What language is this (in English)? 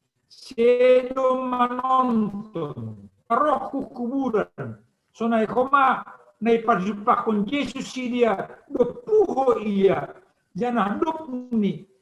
Batak Simalungun